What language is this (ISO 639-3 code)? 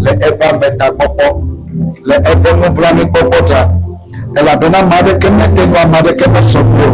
ewe